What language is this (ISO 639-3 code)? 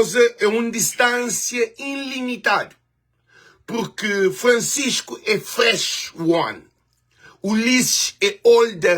kea